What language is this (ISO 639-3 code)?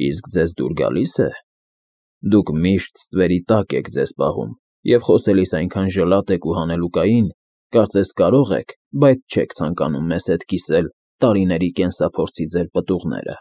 hye